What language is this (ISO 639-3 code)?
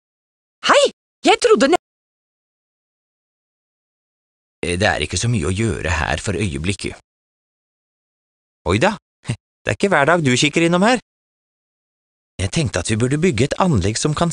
nor